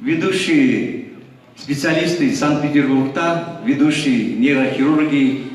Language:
Kumyk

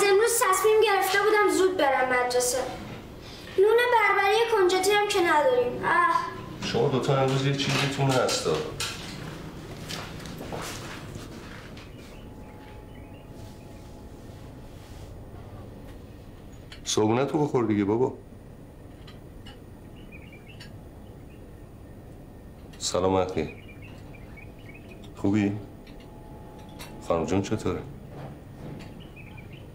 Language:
Persian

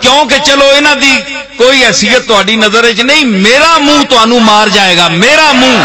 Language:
Western Panjabi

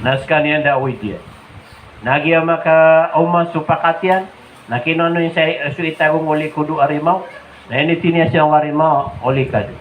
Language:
Maranao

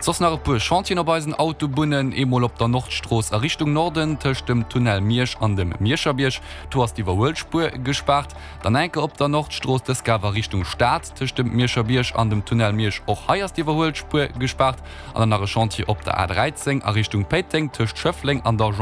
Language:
Luxembourgish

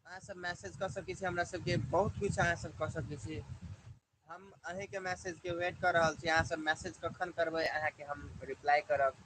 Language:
Maithili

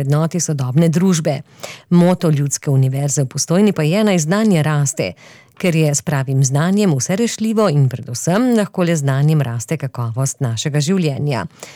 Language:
Slovenian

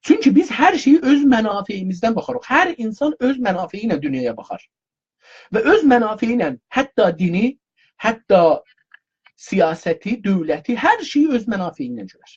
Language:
South Azerbaijani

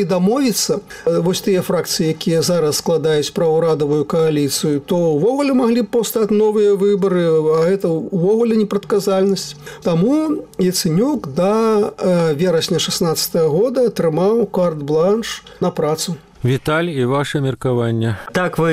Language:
Belarusian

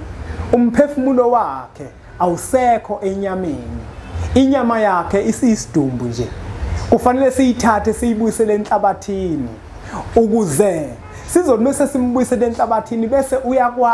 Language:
Zulu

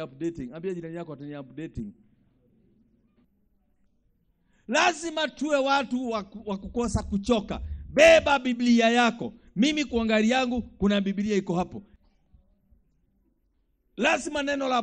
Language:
Swahili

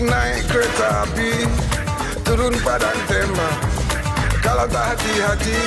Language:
Betawi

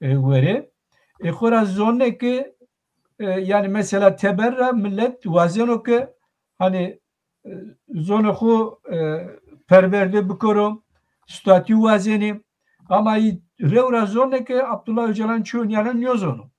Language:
Zaza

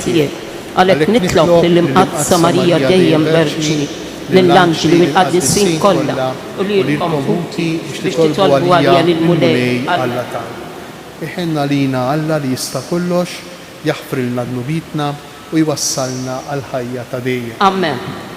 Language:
Maltese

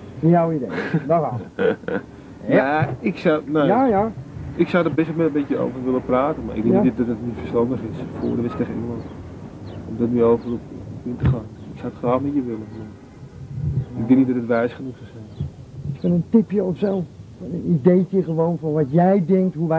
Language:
Dutch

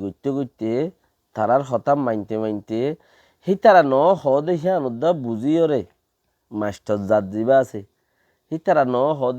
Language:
Rohingya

